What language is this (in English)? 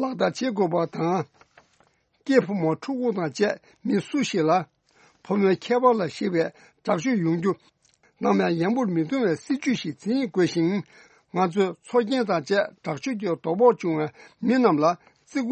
Tibetan